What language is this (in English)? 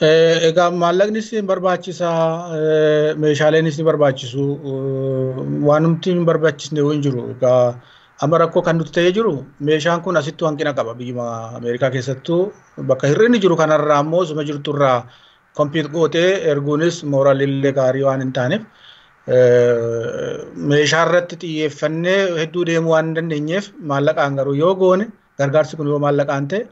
Oromo